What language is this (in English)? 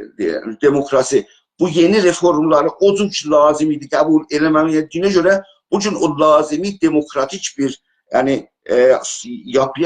South Azerbaijani